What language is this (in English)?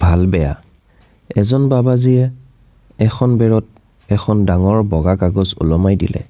Assamese